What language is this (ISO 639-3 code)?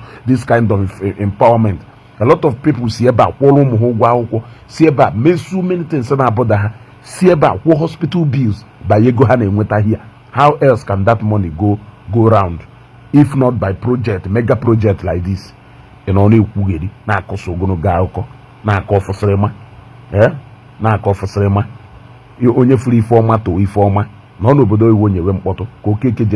ibo